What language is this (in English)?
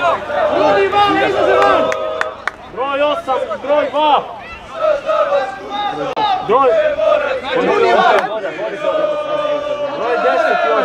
Croatian